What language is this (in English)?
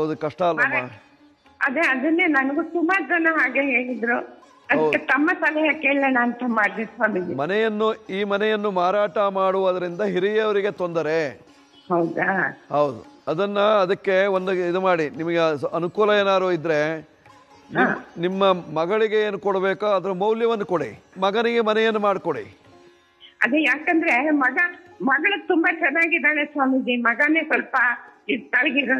Kannada